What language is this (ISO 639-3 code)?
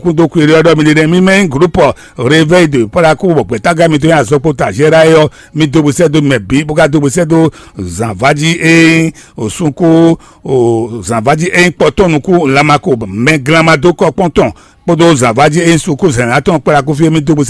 fon